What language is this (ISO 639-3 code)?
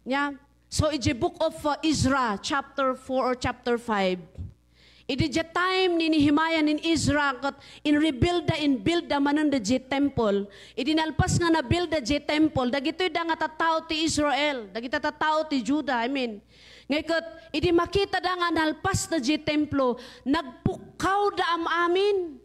ilo